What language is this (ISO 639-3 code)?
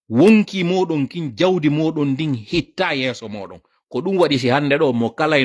ful